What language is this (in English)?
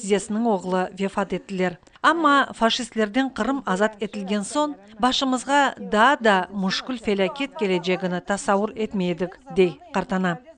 Crimean Tatar